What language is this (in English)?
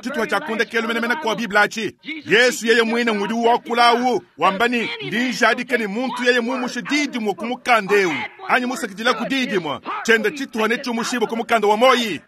Luba-Lulua